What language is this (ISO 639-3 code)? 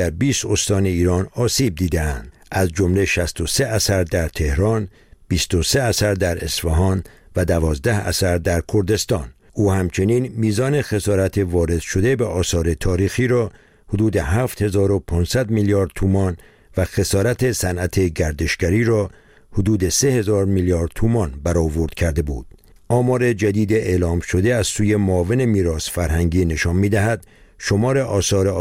fas